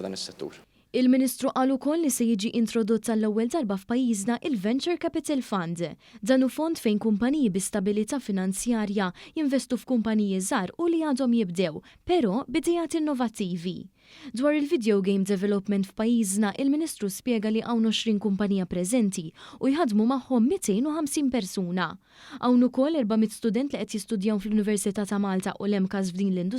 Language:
Maltese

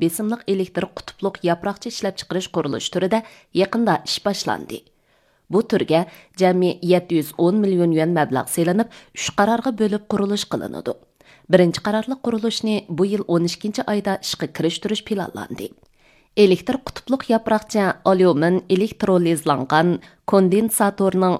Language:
Uyghur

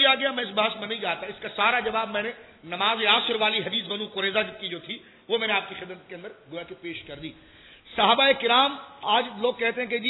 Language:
Urdu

